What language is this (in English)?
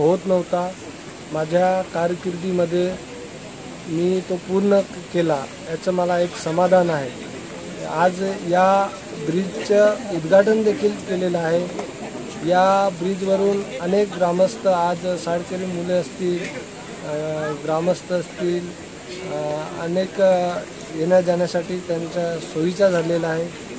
Marathi